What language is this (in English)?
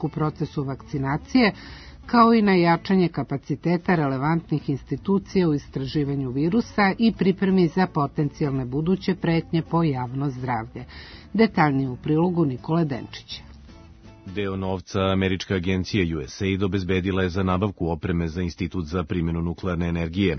Serbian